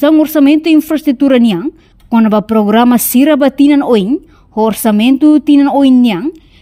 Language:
Tetum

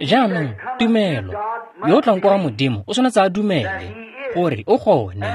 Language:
Tswana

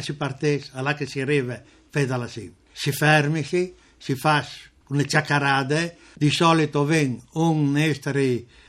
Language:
Friulian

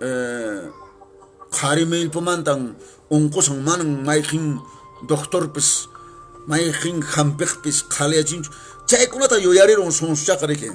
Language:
Quechua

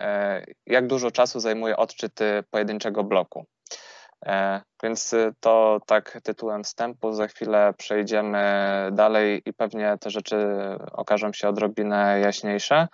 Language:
Polish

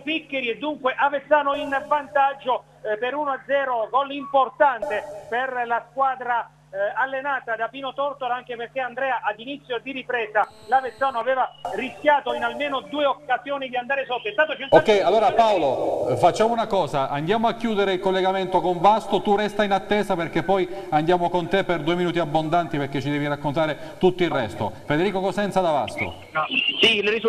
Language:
Italian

